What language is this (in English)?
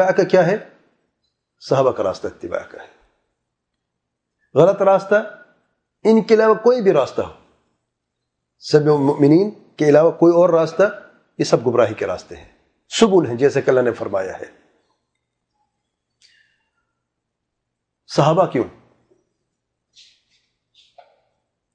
Urdu